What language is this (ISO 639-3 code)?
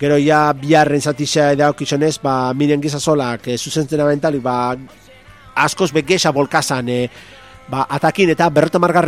eus